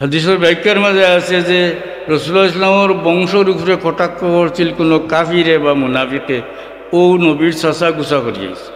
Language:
Sylheti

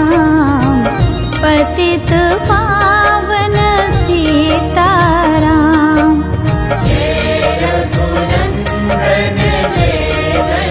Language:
Hindi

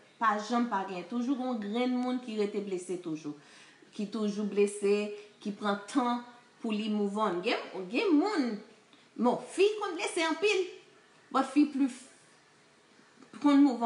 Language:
Haitian Creole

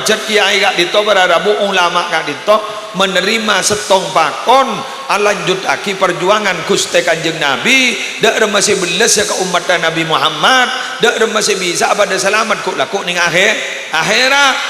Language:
Madurese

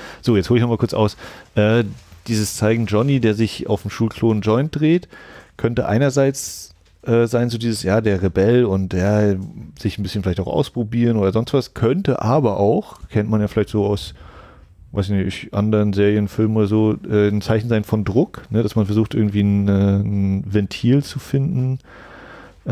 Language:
German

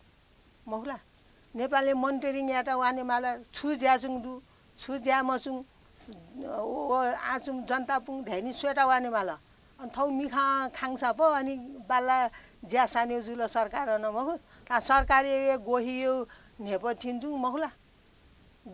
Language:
Newari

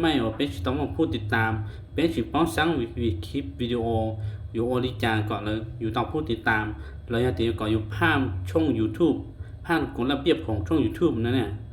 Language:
Hmong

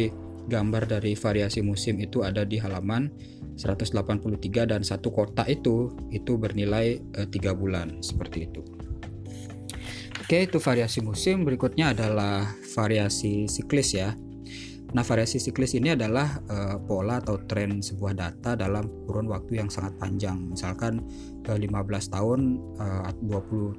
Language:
Indonesian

